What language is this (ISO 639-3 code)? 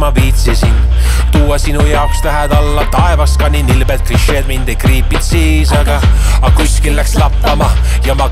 est